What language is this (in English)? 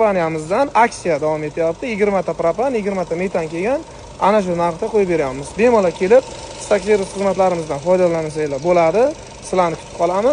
Uzbek